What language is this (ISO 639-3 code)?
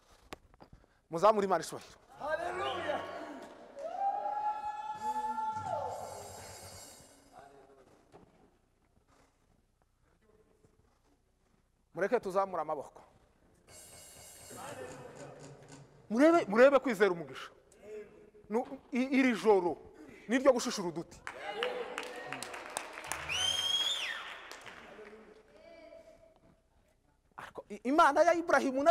kin